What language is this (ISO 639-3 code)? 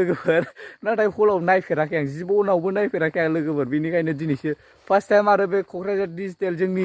brx